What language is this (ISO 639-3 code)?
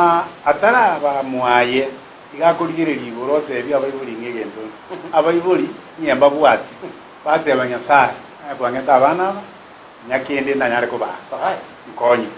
guz